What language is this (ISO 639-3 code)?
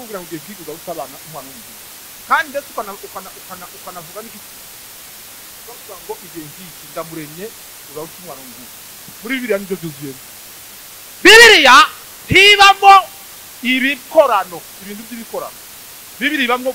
kin